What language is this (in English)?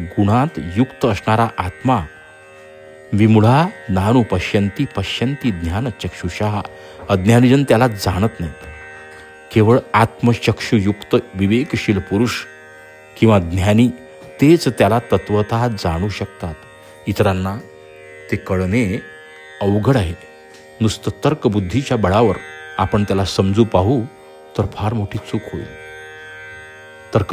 Marathi